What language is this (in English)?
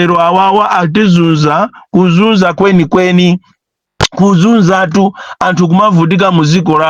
Nyanja